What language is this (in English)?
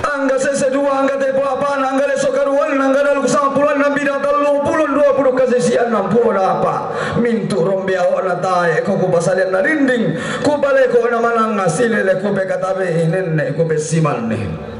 Toraja-Sa'dan